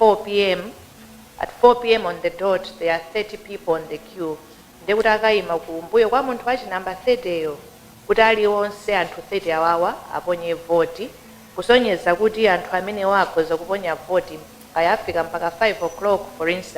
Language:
Nyanja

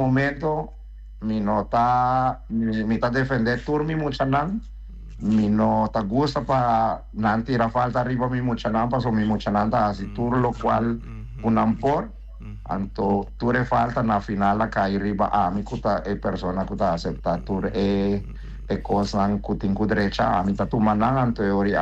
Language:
Papiamento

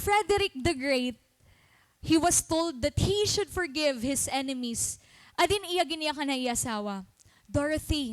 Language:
Waray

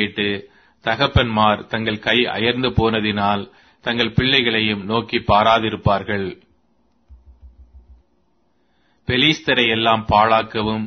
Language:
Tamil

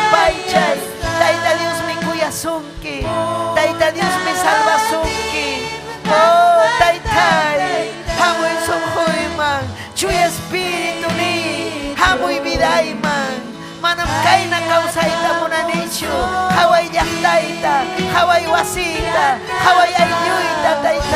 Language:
Ayacucho Quechua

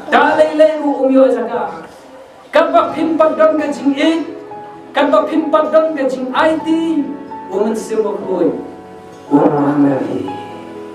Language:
Khasi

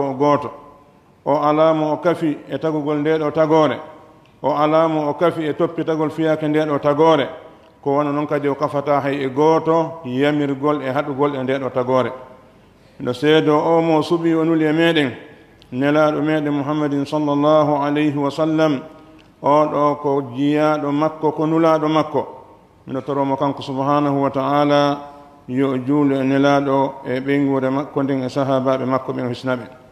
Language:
Pular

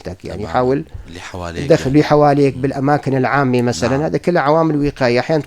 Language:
North Levantine Arabic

